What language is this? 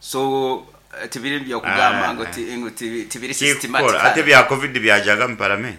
Nyoro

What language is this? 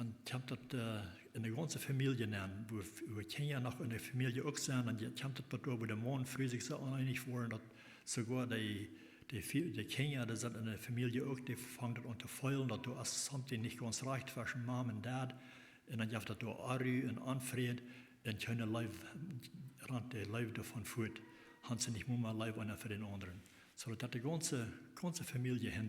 Plautdietsch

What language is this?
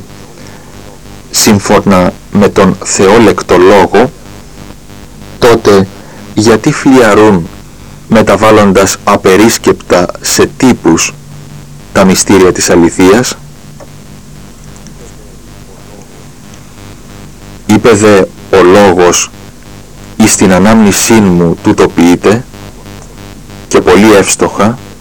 Greek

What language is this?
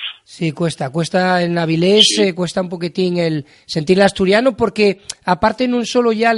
Asturian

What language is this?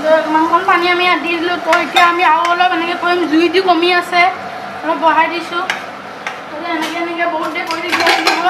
Assamese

